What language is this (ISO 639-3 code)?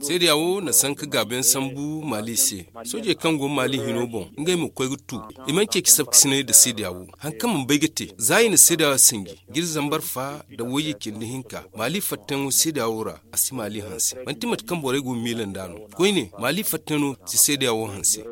dje